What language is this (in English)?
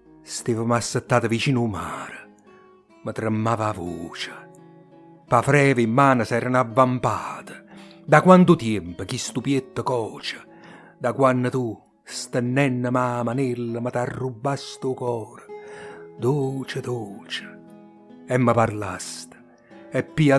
Neapolitan